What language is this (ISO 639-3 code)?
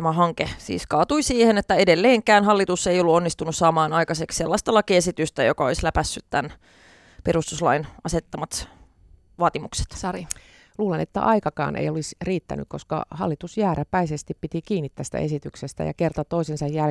fin